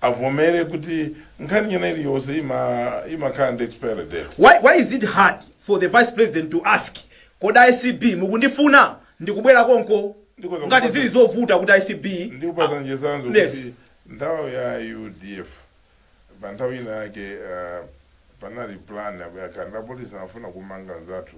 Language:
Nyanja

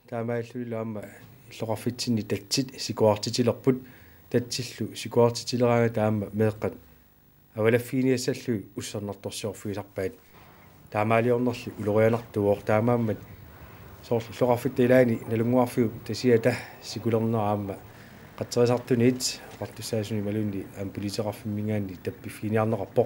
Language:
Kalaallisut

